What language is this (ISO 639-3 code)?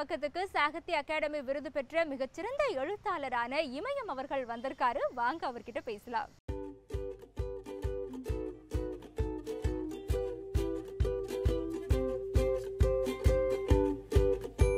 tam